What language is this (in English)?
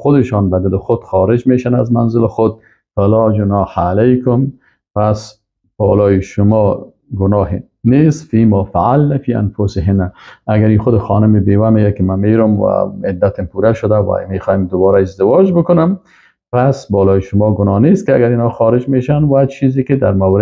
Persian